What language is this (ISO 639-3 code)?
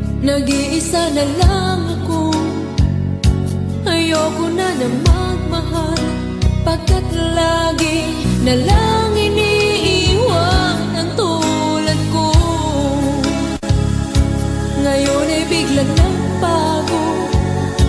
fil